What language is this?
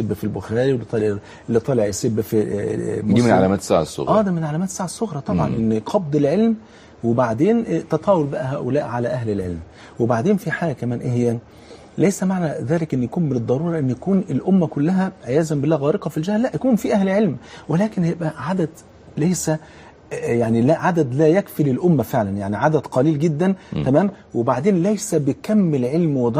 Egyptian Arabic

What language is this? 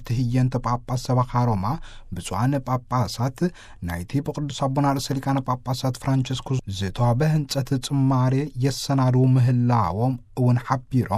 Tigrinya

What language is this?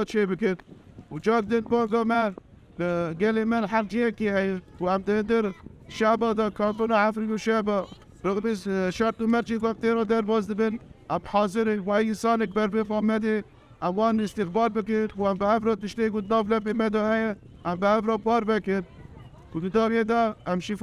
Kurdish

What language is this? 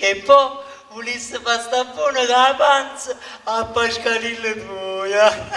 Neapolitan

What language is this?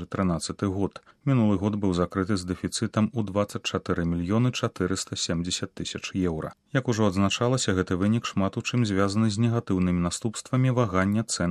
Belarusian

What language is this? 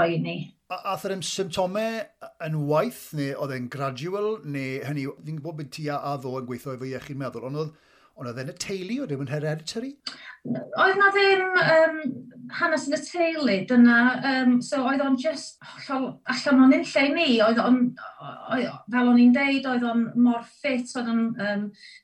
Welsh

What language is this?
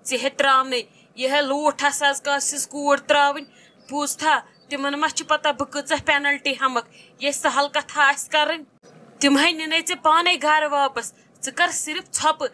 Kashmiri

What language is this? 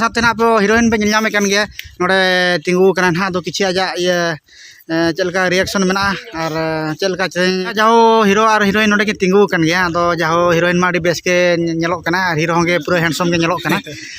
Santali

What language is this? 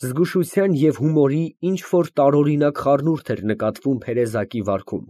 Armenian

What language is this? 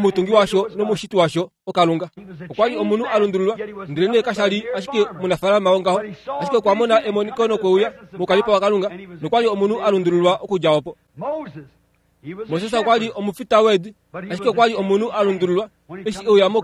Kuanyama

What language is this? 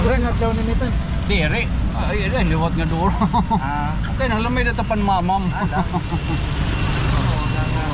Waray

